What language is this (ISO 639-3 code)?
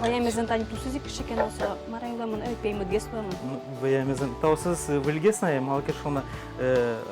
udm